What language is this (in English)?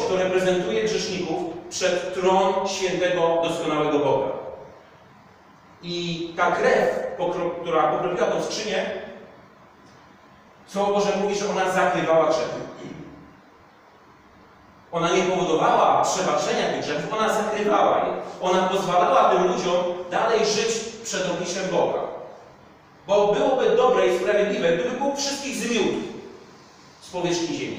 Polish